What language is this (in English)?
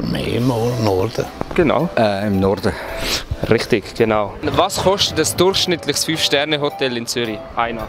Swiss German